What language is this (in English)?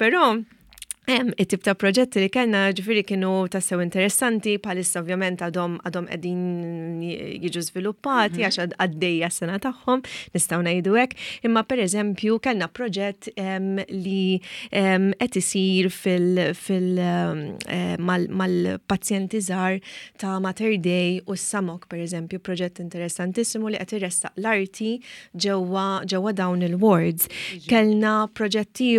Maltese